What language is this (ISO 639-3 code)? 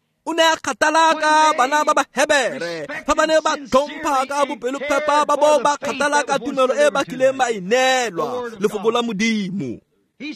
tsn